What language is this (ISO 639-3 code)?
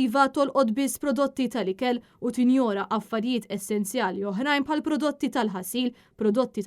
mlt